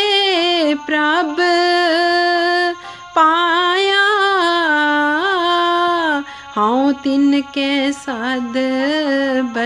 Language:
Punjabi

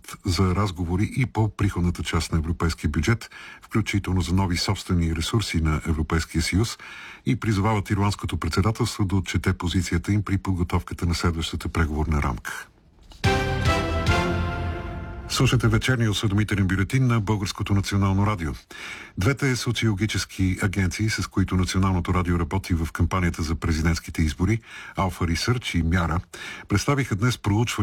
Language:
Bulgarian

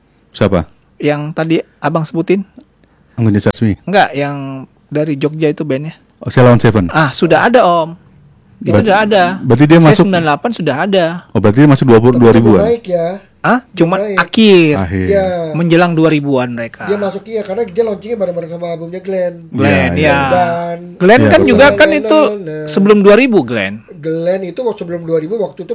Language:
Indonesian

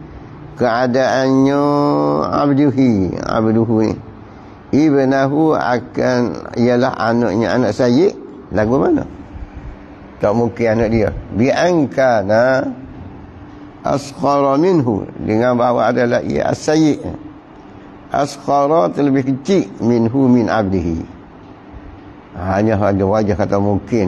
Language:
Malay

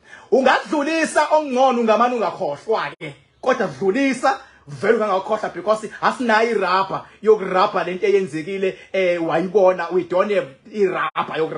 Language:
Zulu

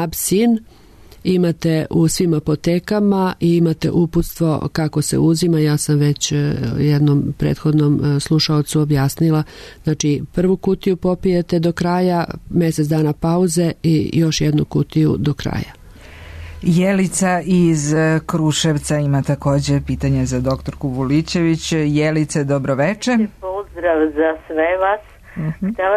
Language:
Serbian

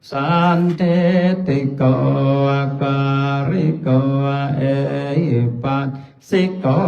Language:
Pali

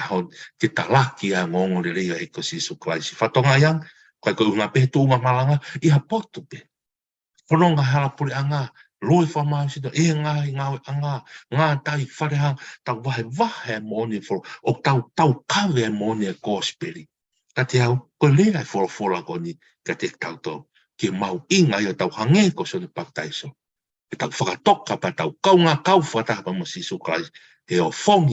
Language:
Tongan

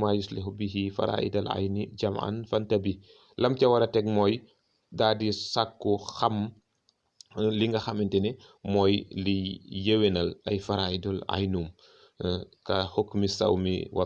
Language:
Wolof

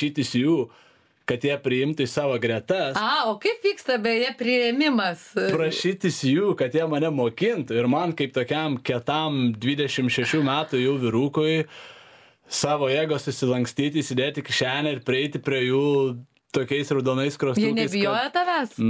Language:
Lithuanian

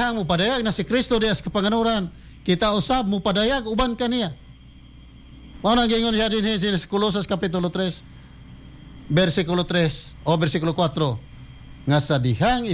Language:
Cebuano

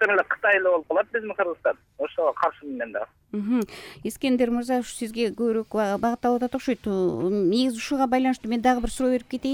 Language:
Kyrgyz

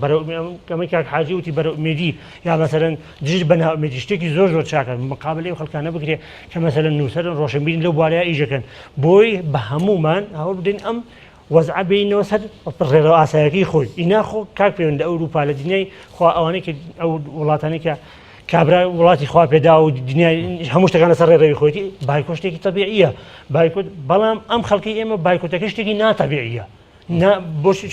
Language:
Central Kurdish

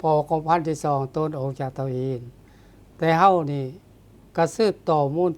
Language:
Lao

